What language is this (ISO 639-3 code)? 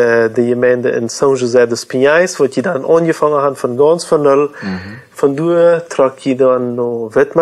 pdt